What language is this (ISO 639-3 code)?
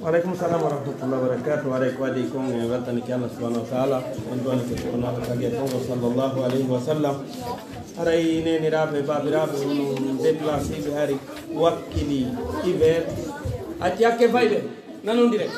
ful